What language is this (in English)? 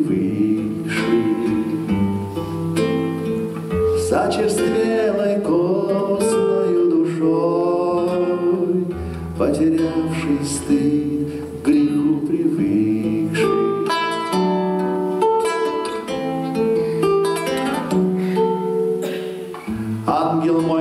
Russian